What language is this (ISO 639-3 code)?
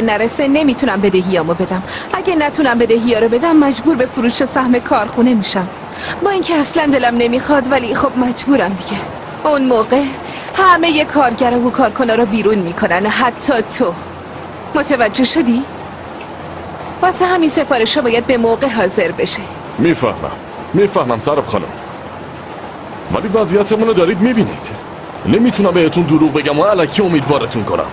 fas